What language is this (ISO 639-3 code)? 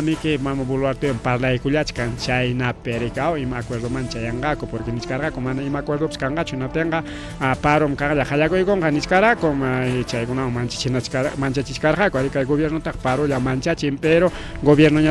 quy